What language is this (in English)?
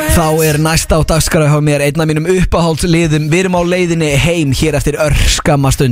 Icelandic